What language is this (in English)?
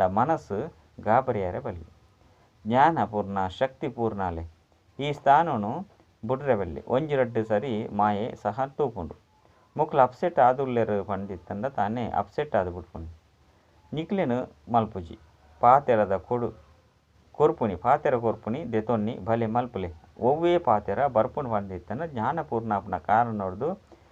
Tulu